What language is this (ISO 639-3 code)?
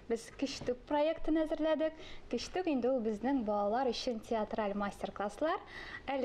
tat